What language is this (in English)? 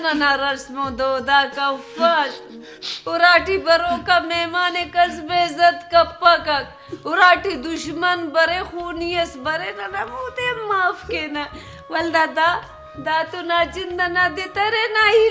Brahui